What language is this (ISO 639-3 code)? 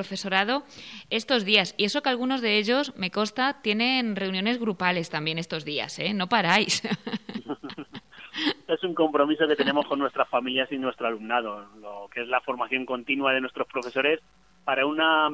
spa